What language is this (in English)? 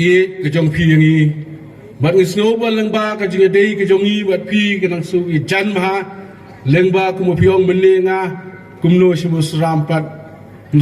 Khasi